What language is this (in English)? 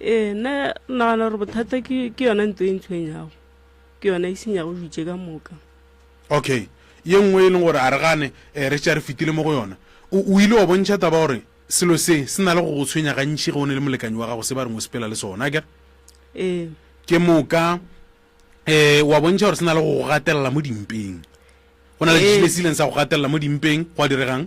Northern Sotho